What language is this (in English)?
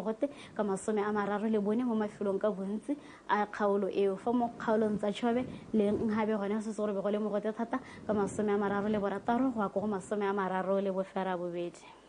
Tswana